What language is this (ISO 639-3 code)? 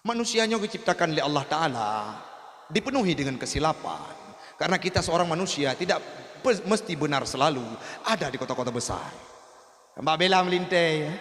ace